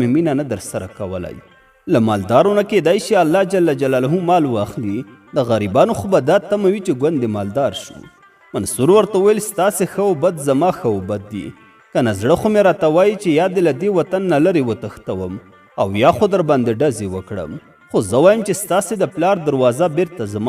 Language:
Pashto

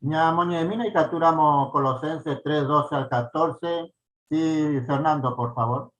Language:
Guarani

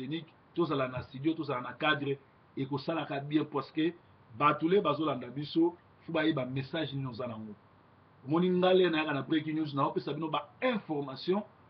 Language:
Lingala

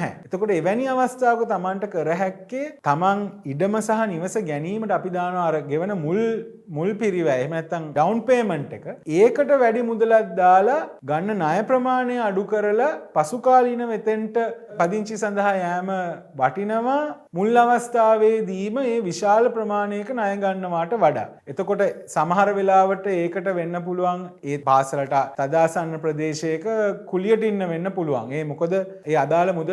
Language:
Sinhala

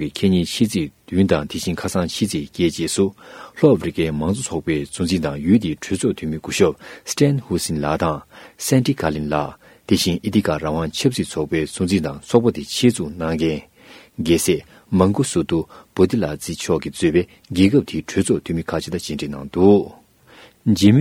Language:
Tibetan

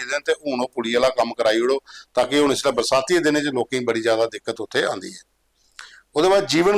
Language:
Dogri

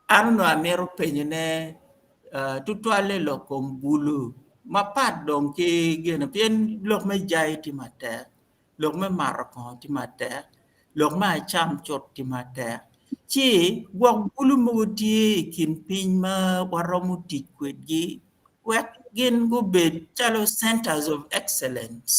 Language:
Acoli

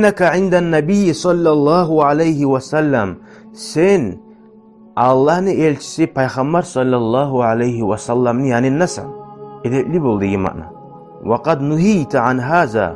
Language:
Kumyk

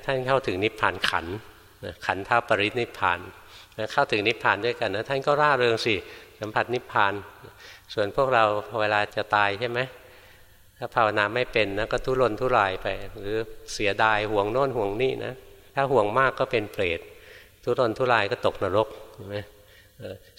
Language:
Thai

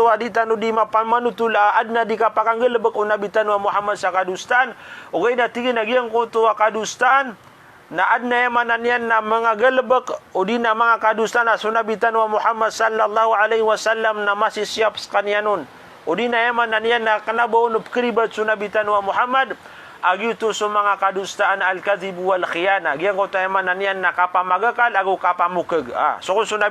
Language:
Maranao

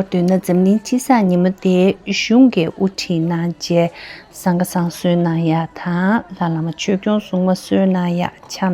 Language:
Tibetan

